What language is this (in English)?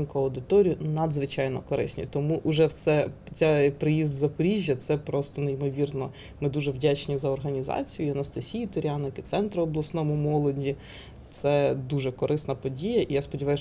Ukrainian